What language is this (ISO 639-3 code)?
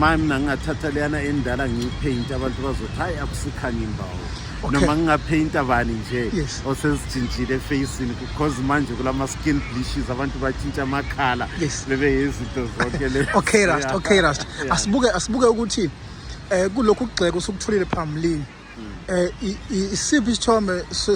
zul